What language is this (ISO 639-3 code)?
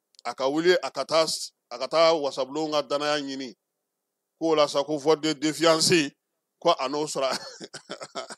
bam